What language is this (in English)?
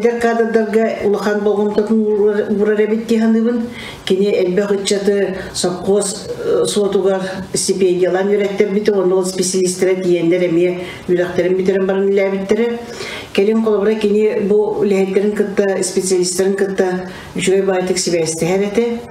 Yakut